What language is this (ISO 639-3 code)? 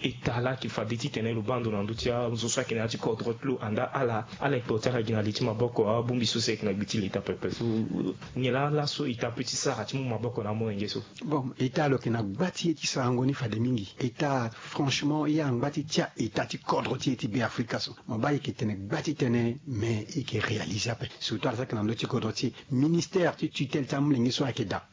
sag